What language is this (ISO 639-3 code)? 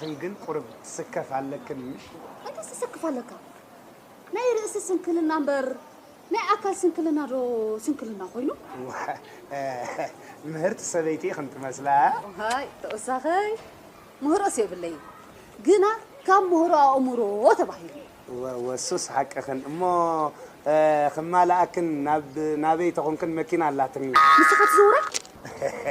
tir